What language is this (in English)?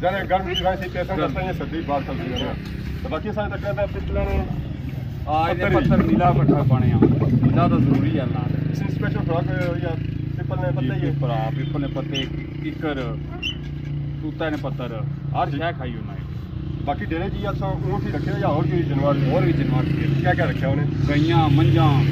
Pahari-Potwari